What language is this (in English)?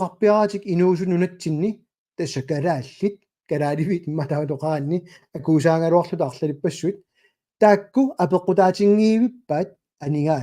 Kalaallisut